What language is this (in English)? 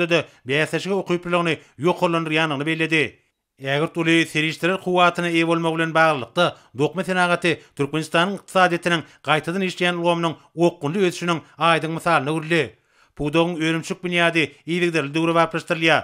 Turkmen